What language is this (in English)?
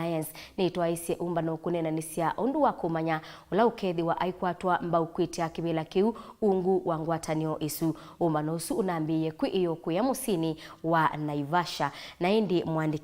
Kamba